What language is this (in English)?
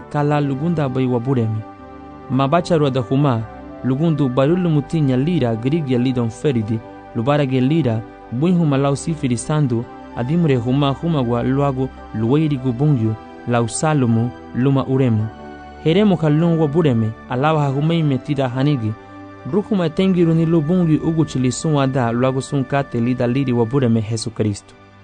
Garifuna